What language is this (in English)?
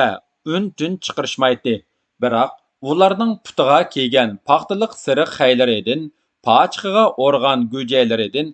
Uyghur